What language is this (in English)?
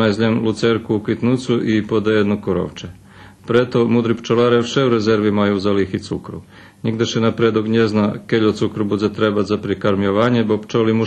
Rusyn